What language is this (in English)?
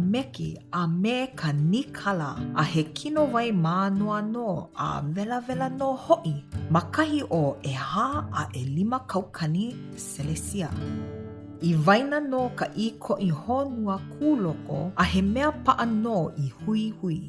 Hawaiian